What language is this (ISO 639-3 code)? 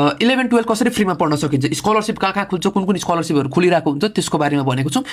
nep